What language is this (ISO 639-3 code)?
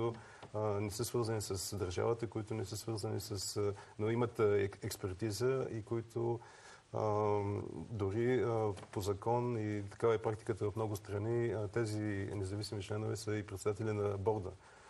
bul